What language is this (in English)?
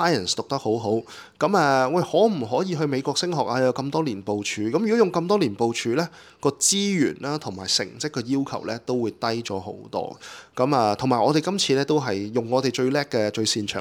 Cantonese